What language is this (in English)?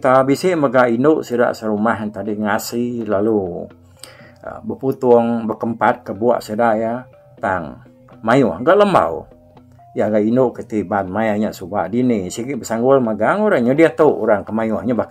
Iban